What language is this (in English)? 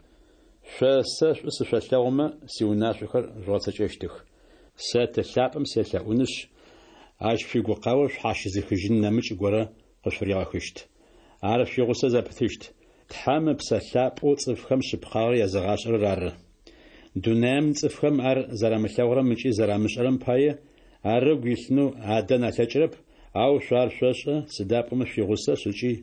Adyghe